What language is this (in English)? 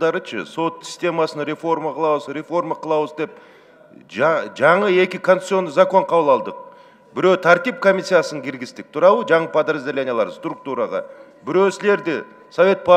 Kyrgyz